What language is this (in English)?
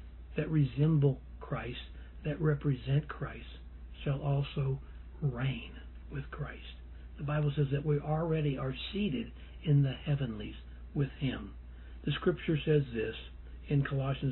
English